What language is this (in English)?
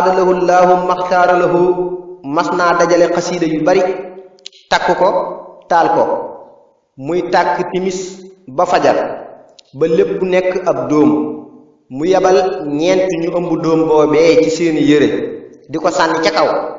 Wolof